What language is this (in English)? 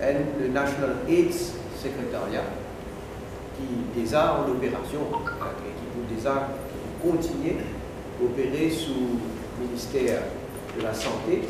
Morisyen